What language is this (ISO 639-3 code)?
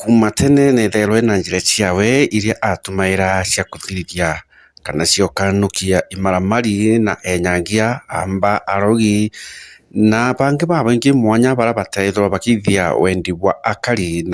mer